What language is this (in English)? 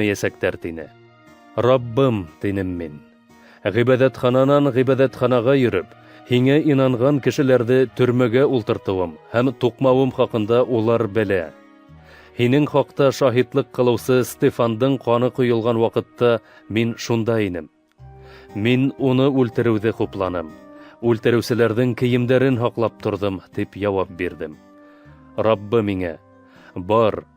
Bashkir